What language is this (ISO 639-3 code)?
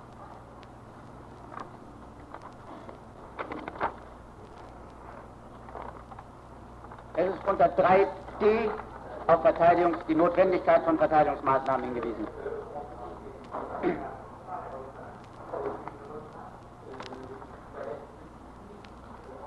deu